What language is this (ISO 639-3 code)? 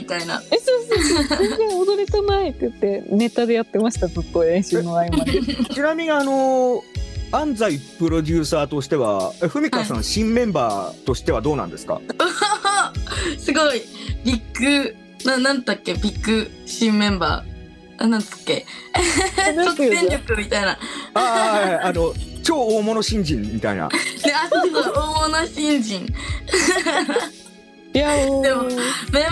jpn